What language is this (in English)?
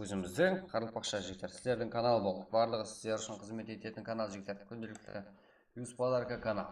Kara-Kalpak